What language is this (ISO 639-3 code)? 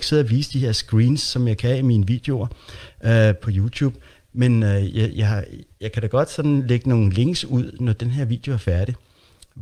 dan